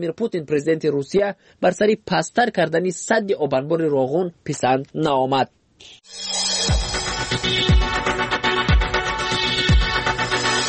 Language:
Persian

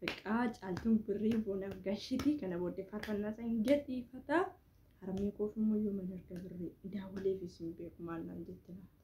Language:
Oromo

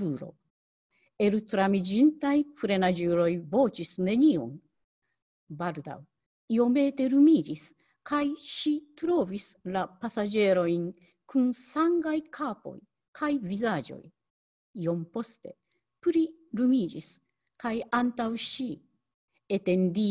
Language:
Esperanto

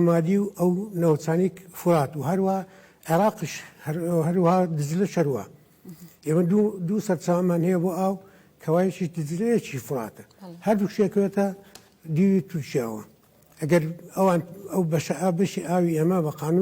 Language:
Central Kurdish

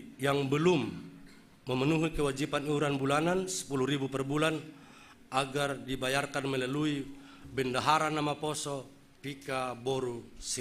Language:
Batak Simalungun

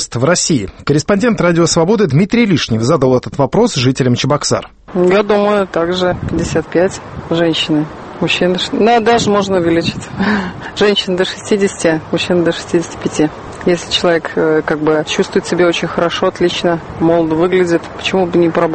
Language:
Russian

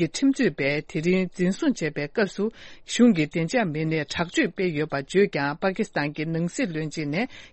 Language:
Tibetan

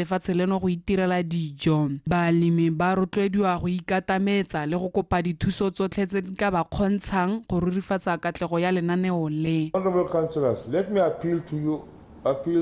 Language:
Tswana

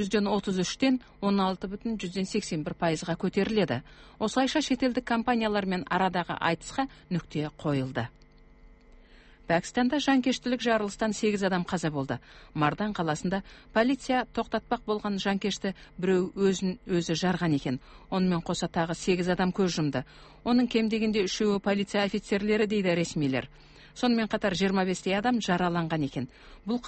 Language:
Kazakh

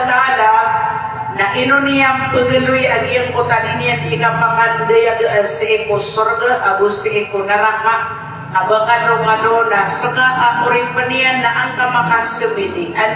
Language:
Maranao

